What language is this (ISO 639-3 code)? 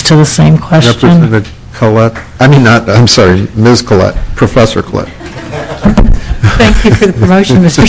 eng